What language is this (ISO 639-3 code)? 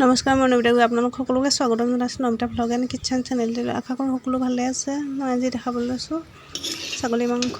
asm